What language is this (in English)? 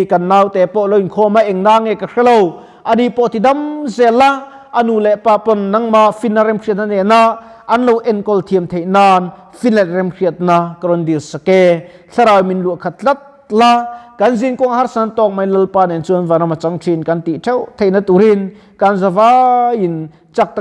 Mizo